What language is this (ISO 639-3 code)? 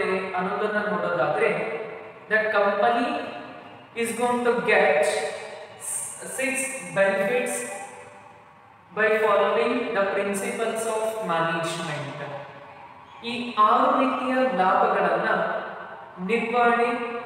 kan